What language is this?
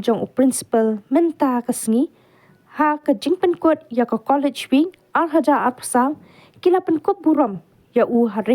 Khasi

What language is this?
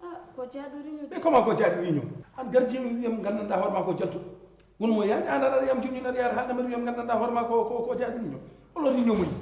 Fula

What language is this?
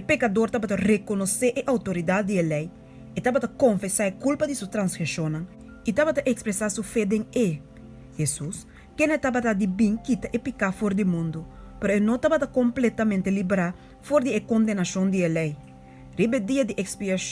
Papiamento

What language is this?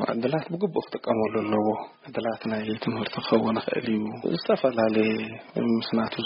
Tigrinya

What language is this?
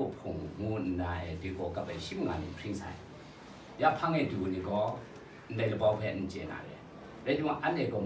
Kachin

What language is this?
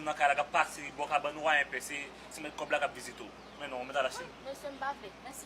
Haitian Creole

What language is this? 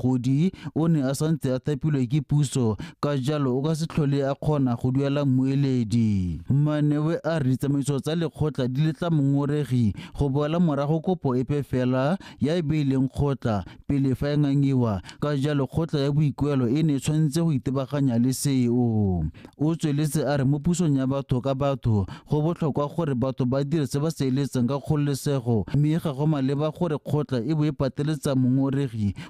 Tswana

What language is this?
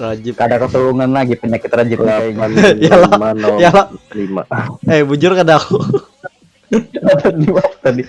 Banjar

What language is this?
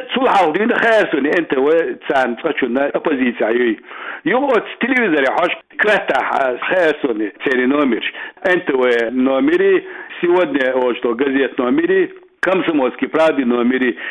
Chechen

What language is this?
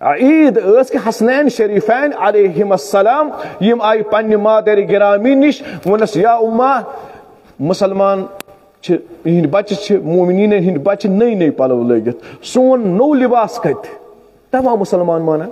Kashmiri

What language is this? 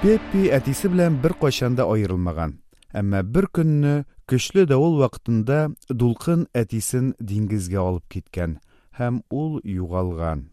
Tatar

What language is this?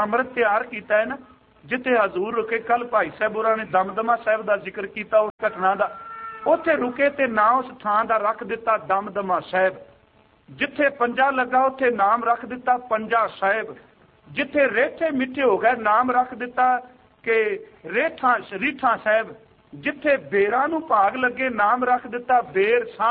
Punjabi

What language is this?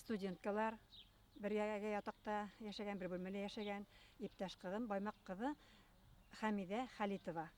Bashkir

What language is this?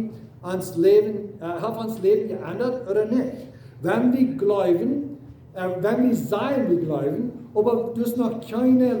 Plautdietsch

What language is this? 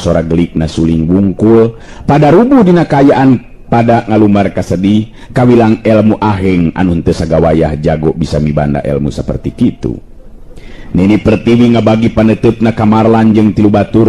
Sundanese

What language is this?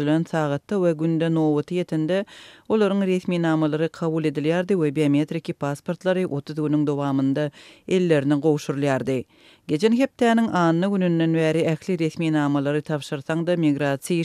Turkmen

